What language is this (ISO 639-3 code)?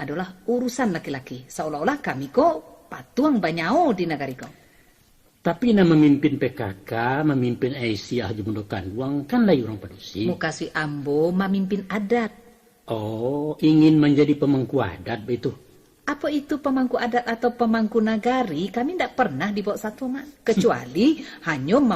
min